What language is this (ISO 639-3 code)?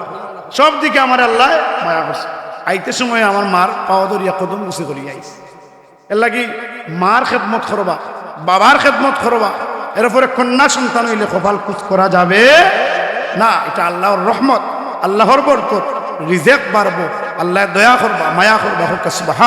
syl